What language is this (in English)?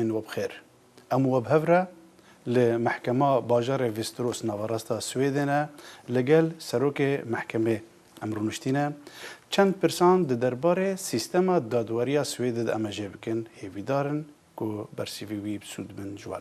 Kurdish